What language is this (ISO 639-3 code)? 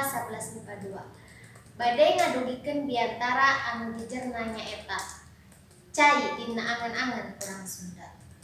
sun